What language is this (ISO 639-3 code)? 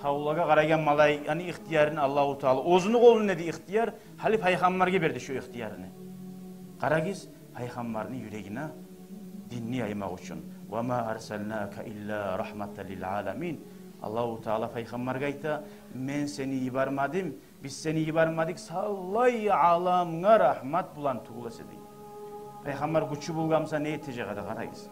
kum